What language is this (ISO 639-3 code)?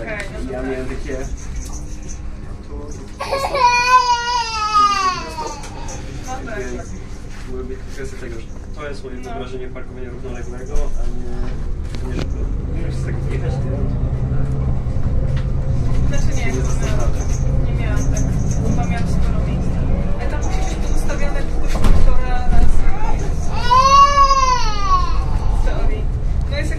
pol